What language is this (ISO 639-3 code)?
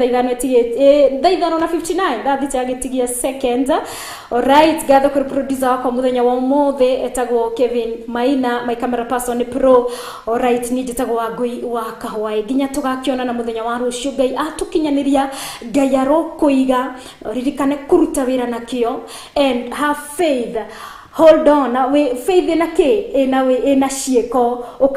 kik